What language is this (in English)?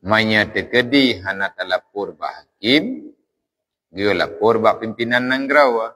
Achinese